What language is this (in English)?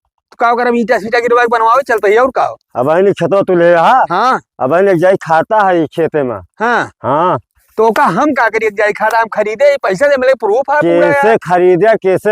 Awadhi